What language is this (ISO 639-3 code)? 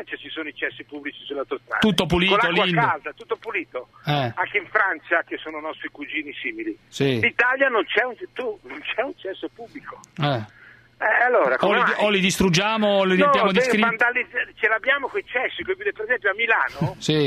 ita